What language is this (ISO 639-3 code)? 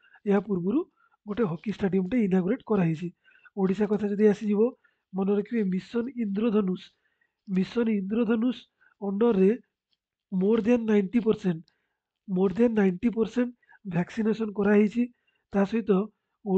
ori